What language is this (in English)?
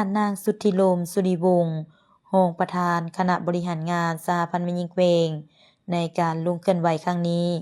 Lao